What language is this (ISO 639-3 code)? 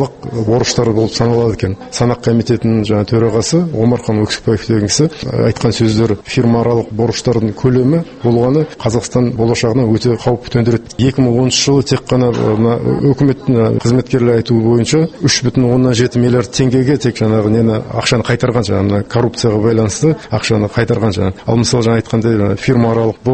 kaz